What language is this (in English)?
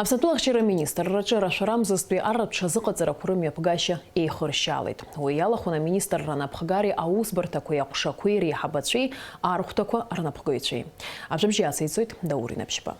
Abkhazian